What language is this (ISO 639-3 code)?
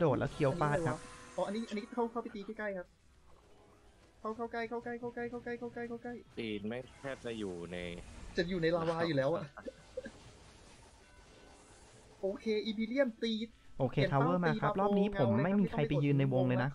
tha